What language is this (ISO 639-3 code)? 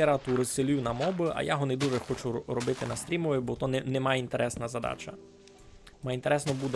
rue